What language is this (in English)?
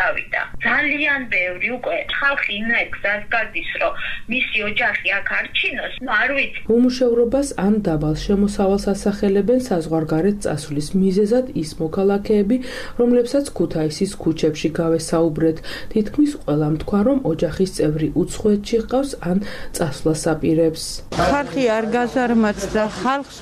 Georgian